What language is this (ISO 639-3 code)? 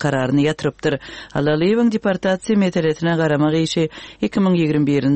tuk